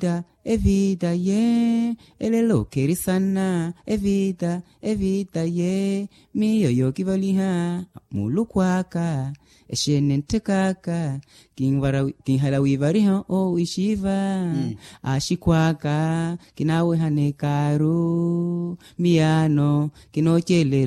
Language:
Makhuwa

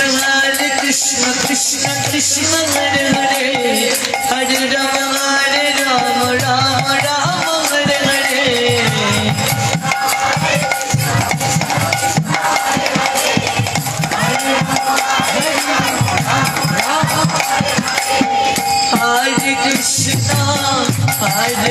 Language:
Bangla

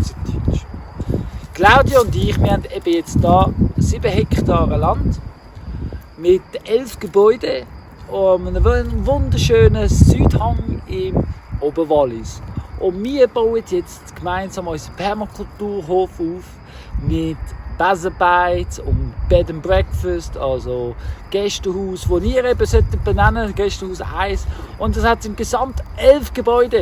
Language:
Swiss German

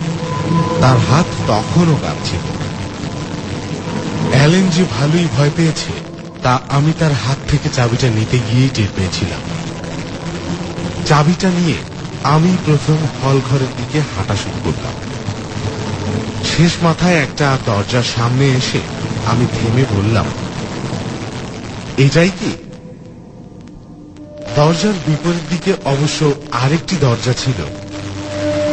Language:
Bangla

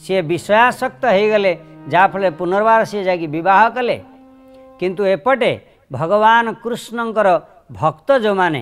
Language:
Odia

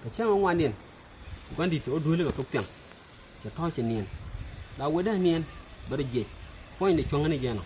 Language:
Nuer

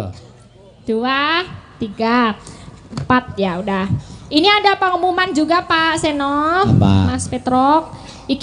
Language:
Javanese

